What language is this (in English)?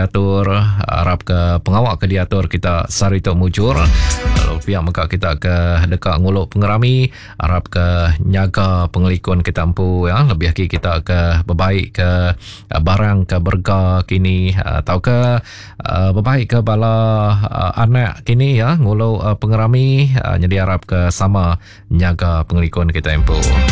Iban